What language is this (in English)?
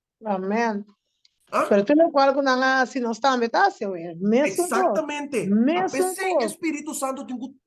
Papiamento